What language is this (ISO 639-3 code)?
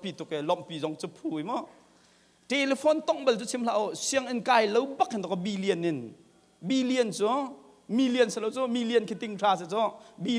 cnh